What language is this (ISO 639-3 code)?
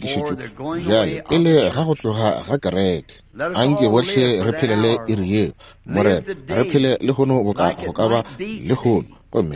nso